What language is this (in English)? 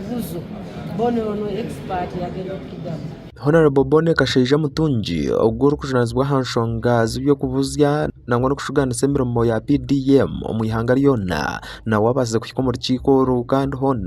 Nyankole